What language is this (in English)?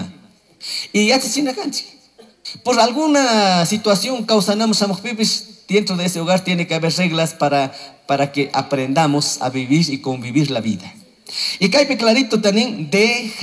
Chimborazo Highland Quichua